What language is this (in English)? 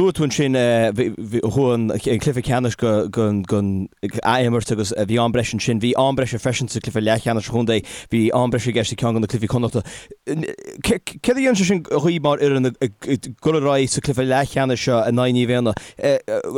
Irish